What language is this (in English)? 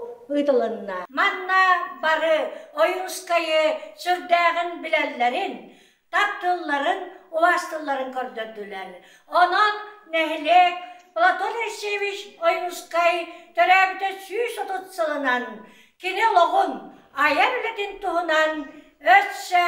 Yakut